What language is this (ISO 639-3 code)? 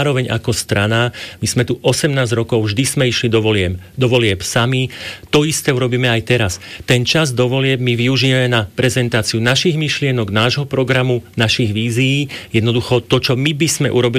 slk